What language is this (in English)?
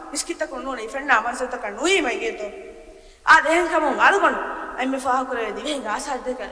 Divehi